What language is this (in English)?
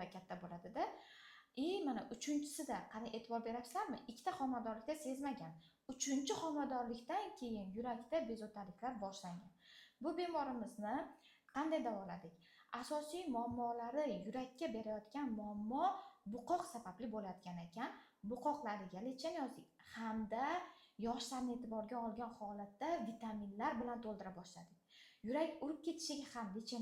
Uzbek